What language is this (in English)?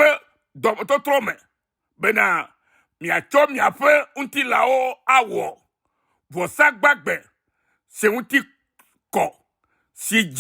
Ewe